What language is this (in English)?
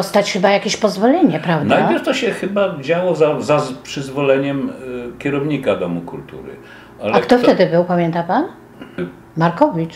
Polish